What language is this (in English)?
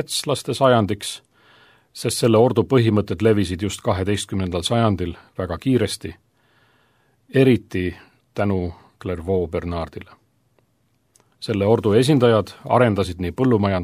Estonian